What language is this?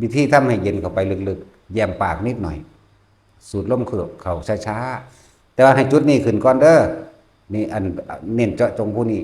Northeastern Thai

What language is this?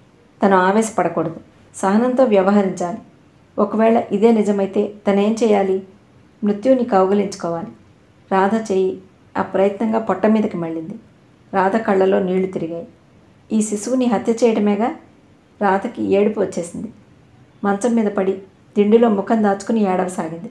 Telugu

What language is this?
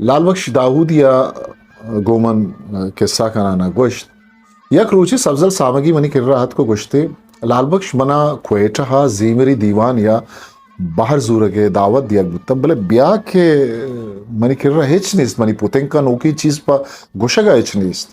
Eastern Balochi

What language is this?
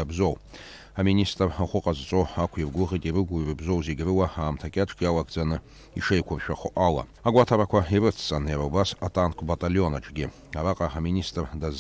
Abkhazian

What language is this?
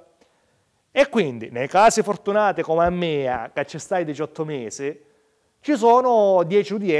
Sicilian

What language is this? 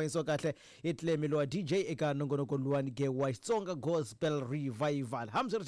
Tsonga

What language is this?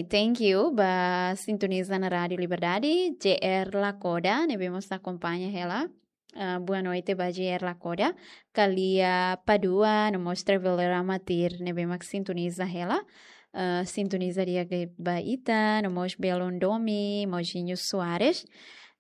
Tetum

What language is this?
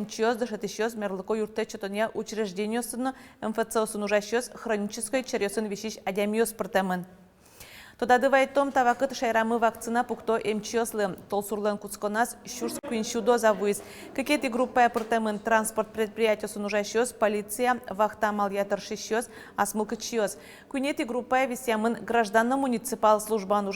Udmurt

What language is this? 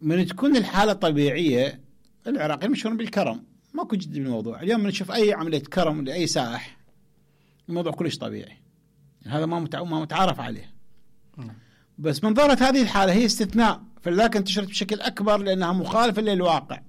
Mesopotamian Arabic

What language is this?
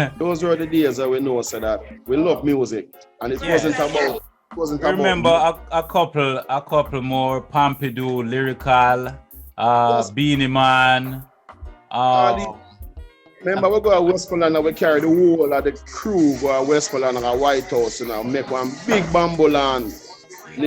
Jamaican Creole English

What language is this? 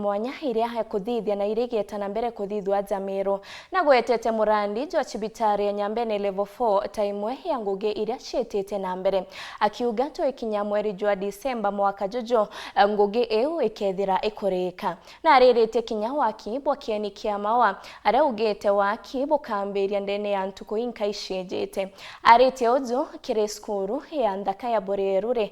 Meru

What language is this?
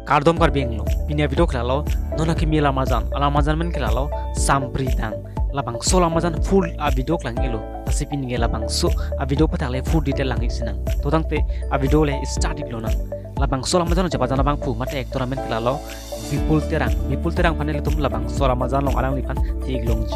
Karbi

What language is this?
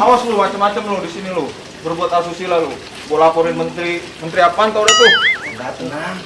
Betawi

